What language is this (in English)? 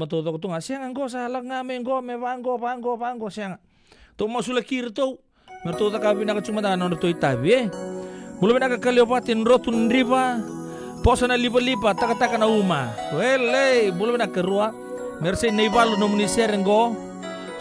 Fijian